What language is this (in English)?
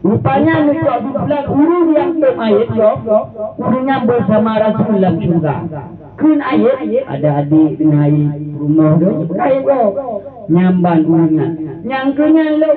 Achinese